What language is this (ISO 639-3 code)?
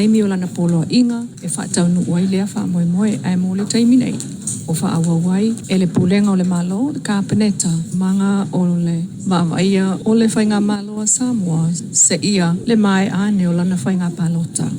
smo